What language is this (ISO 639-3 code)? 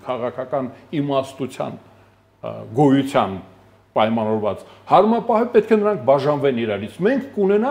hye